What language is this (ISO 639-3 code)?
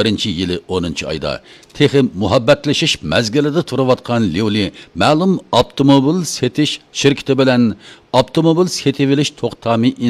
uig